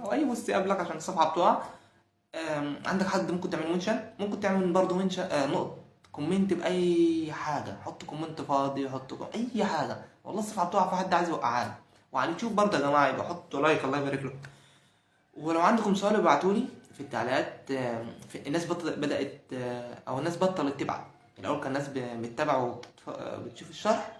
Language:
Egyptian Arabic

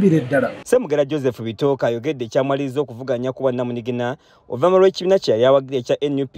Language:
Ganda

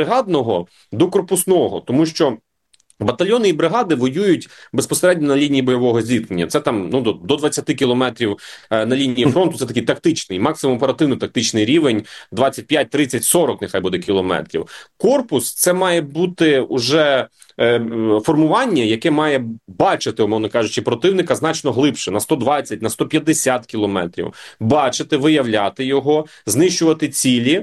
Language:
Ukrainian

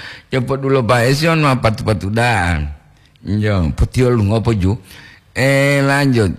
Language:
Gorontalo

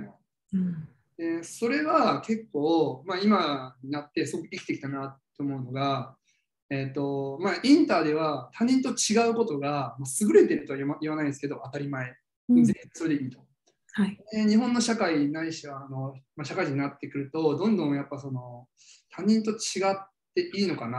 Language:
Japanese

